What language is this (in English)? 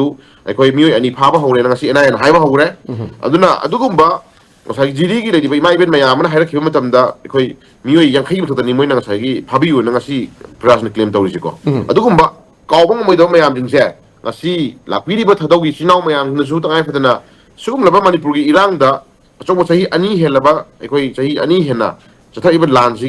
Manipuri